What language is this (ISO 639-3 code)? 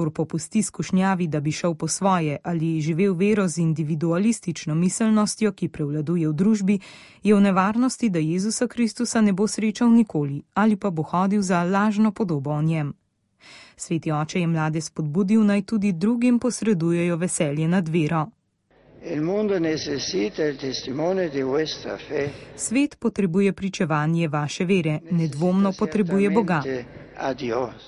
slv